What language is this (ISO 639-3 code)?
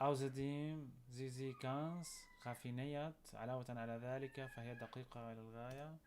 apc